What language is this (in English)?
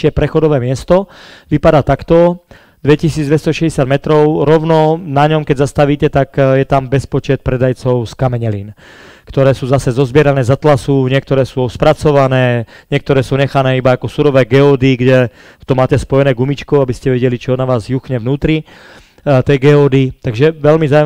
Slovak